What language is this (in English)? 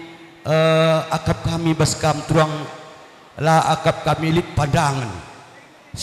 Batak Karo